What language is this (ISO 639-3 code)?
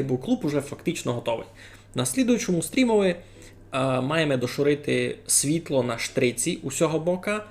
rue